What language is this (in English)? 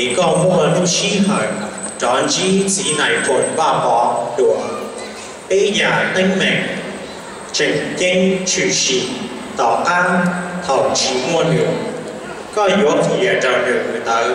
Hmong